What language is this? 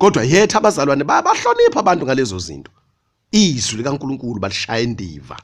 Zulu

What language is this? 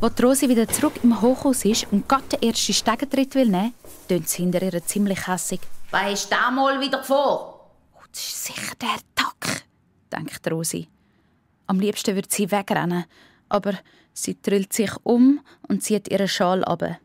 Swiss German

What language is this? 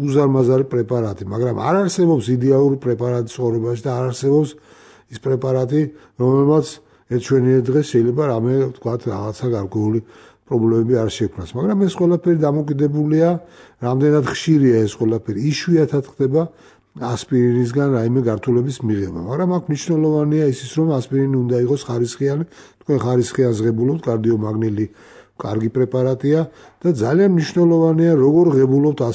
Georgian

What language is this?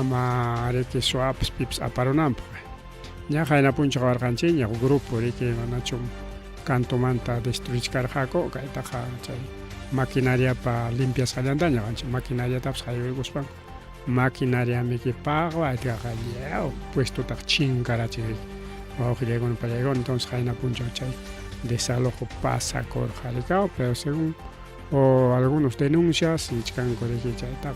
Ayacucho Quechua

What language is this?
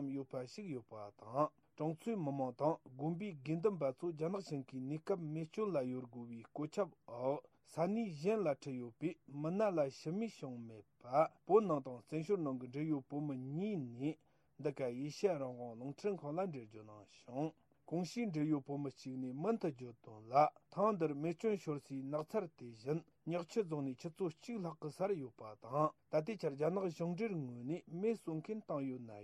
Tibetan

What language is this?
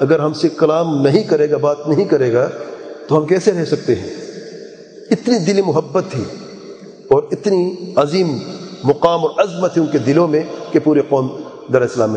Urdu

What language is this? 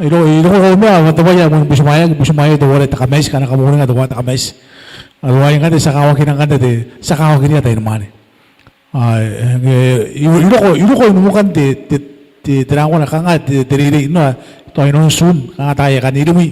Gilbertese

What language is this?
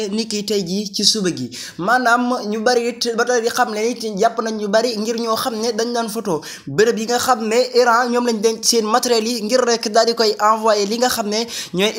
Wolof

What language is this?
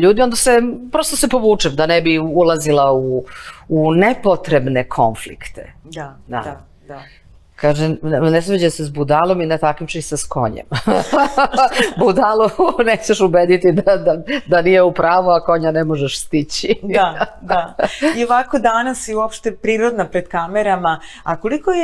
Serbian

